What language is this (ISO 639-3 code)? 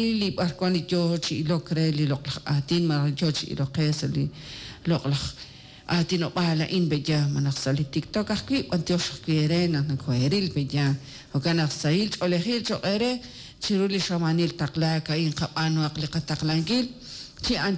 kek